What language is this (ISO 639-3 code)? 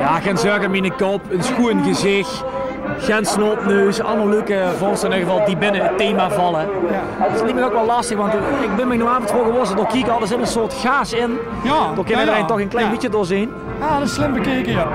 lim